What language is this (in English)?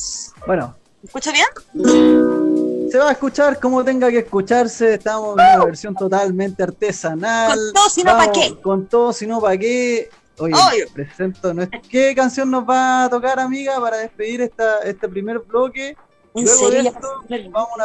Spanish